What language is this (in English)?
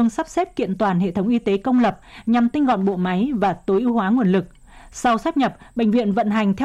Vietnamese